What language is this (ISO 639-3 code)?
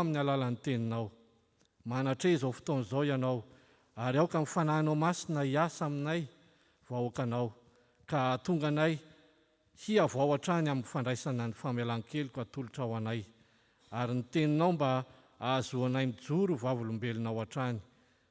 mlg